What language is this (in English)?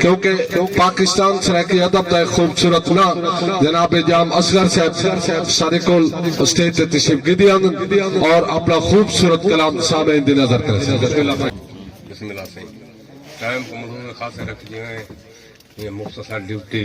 Saraiki